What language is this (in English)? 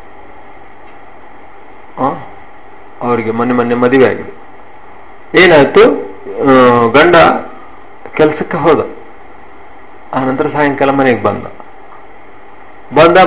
Kannada